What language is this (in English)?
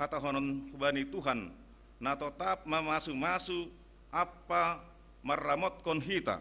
Batak Simalungun